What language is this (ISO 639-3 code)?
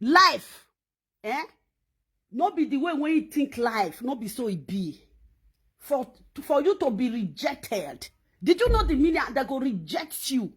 pcm